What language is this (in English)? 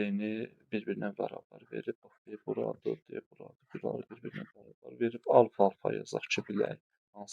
Azerbaijani